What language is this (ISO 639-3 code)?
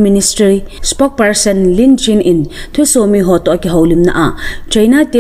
tcz